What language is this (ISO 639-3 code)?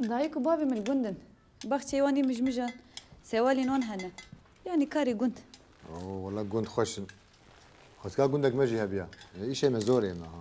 kur